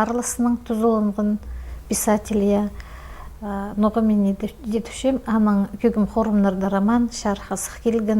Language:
Khakas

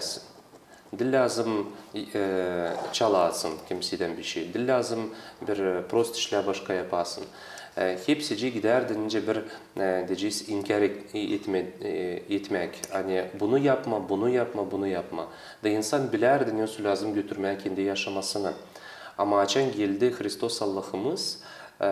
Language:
Gagauz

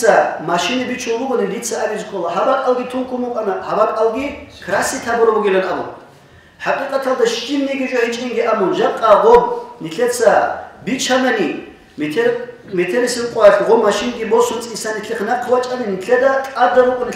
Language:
Avaric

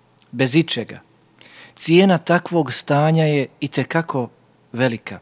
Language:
Bosnian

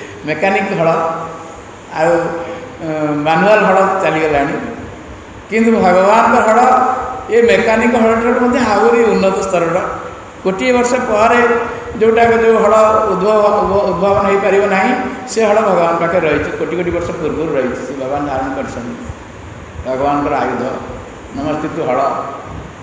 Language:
Odia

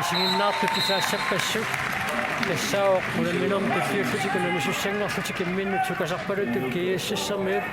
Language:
Kalaallisut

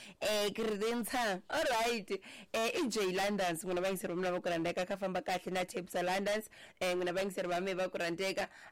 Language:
Tsonga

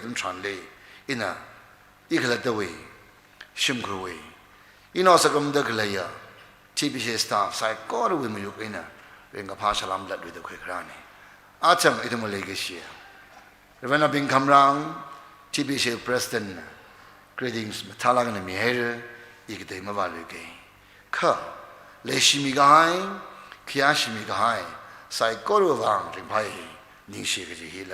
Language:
Tangkhul Naga (India)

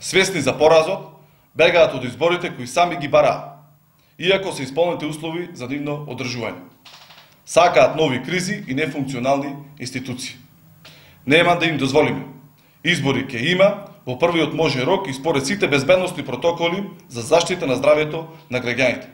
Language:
Macedonian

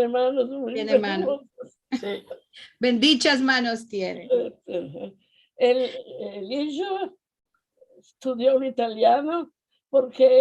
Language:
Ladino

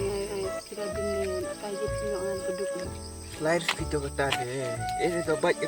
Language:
Khasi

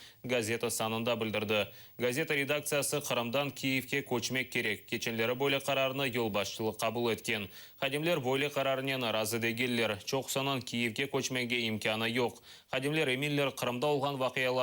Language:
Crimean Tatar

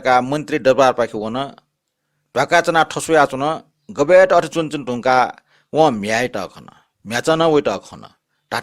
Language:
Newari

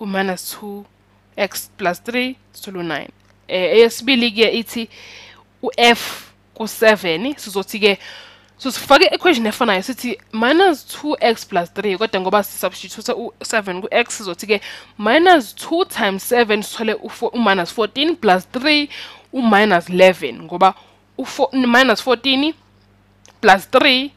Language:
Zulu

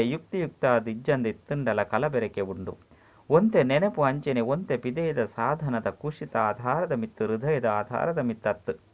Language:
Tulu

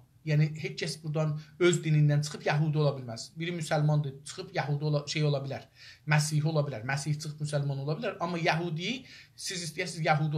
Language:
South Azerbaijani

